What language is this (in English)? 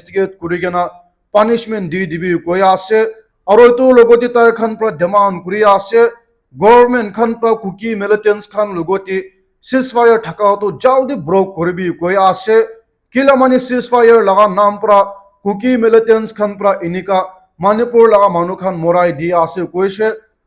Naga Pidgin